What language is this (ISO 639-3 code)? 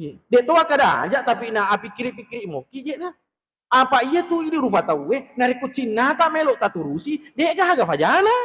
bug